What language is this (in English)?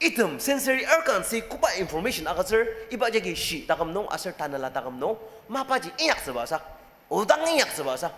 Ao Naga